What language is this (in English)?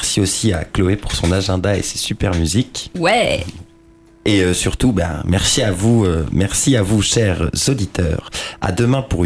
French